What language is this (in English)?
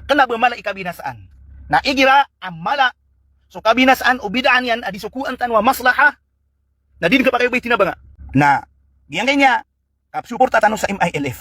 Maranao